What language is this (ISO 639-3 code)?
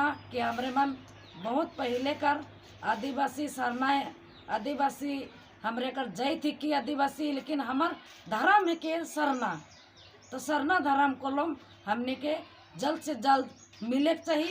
sck